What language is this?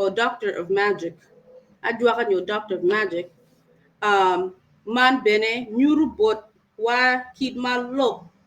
Acoli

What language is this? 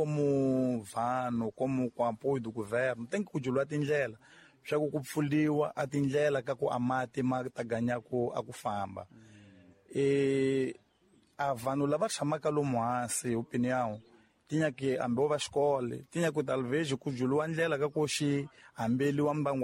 Tsonga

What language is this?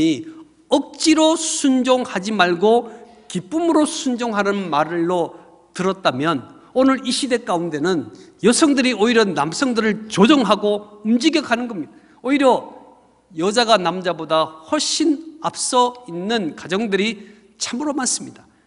Korean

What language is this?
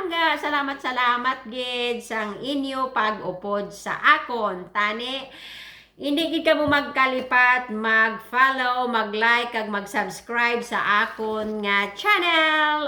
Hiligaynon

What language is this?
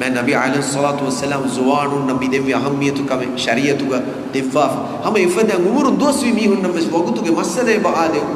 Divehi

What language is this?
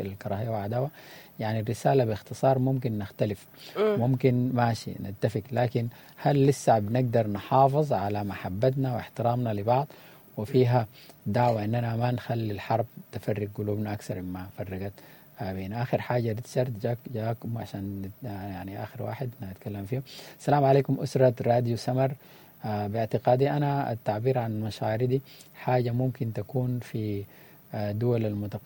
Sudanese Arabic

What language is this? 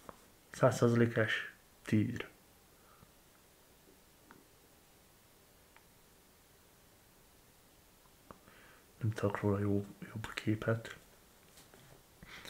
Hungarian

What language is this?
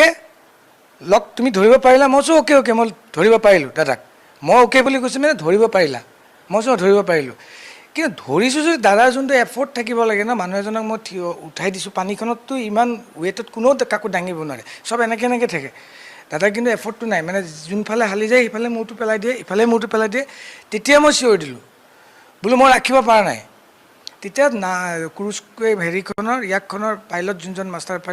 Assamese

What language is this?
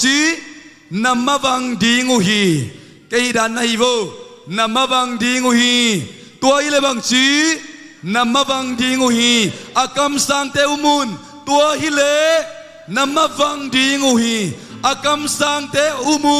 Tedim Chin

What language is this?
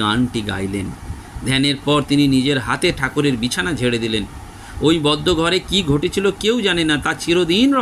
Bangla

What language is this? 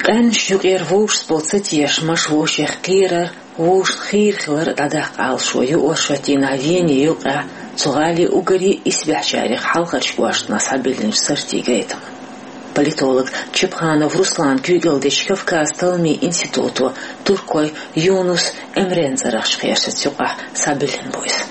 Chechen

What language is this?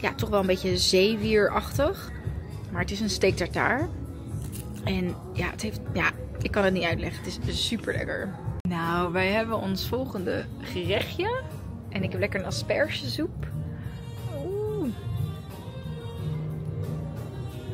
Dutch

